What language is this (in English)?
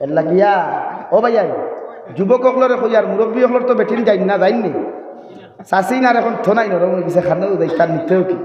Sylheti